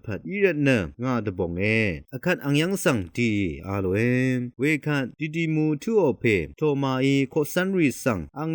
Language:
Rawang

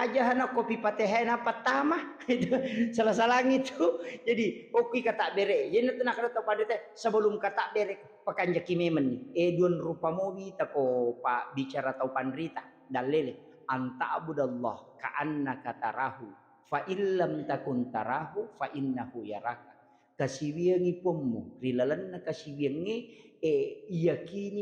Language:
Buginese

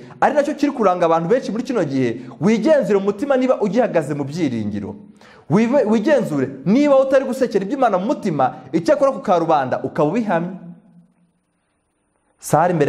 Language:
Kinyarwanda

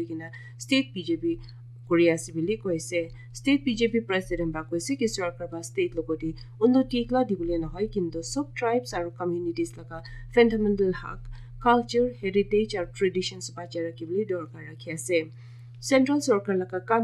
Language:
Naga Pidgin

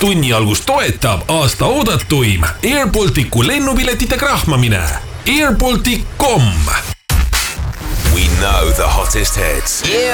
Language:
Estonian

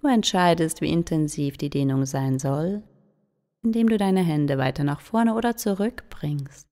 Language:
Swiss German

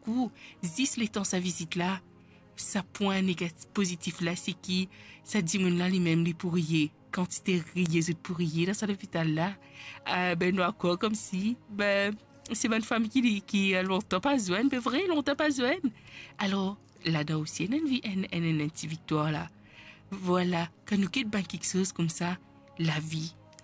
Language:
Morisyen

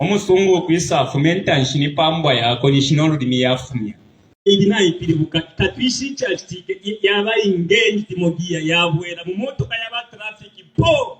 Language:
Bemba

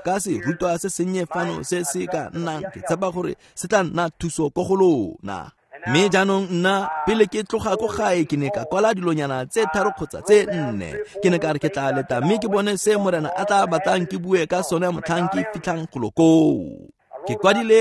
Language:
Tswana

